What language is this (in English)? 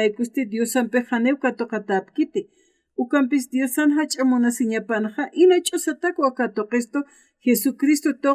Aymara